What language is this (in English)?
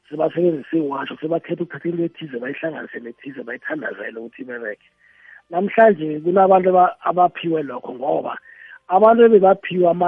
South Ndebele